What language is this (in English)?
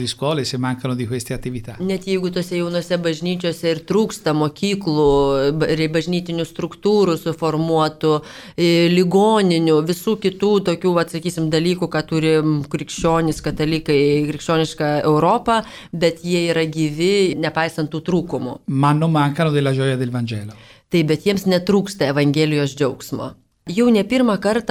Lithuanian